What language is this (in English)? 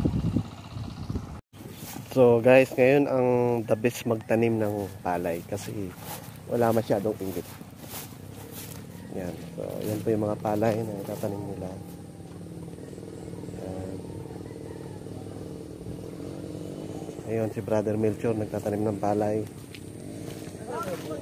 Filipino